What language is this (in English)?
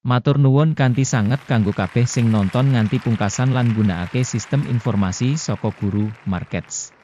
Javanese